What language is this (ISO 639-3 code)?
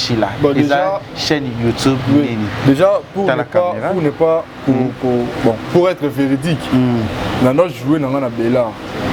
lin